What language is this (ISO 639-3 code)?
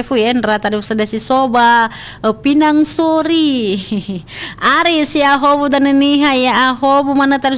nia